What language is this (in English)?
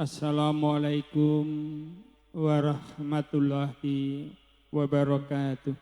Javanese